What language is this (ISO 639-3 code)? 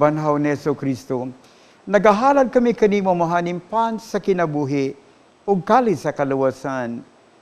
ceb